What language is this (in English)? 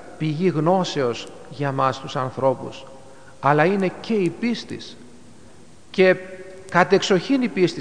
Greek